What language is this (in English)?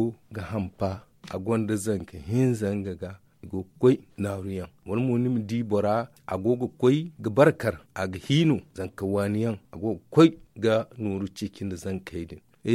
Zarma